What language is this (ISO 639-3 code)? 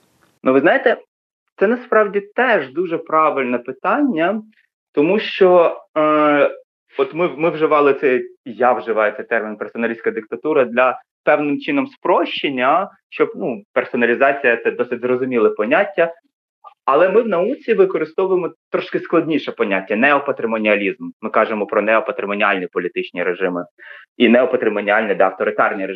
ukr